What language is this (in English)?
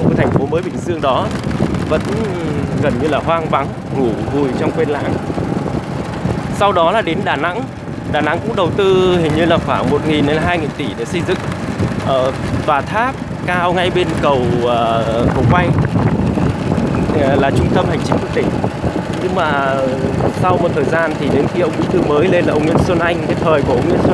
Vietnamese